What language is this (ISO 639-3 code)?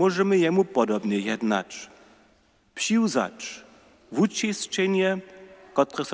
hsb